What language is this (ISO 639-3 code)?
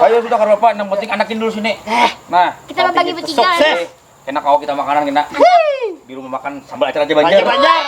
bjn